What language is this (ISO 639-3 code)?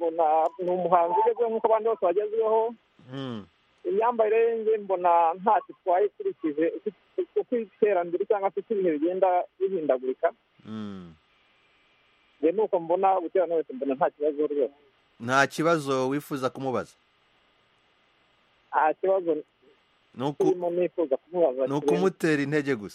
kin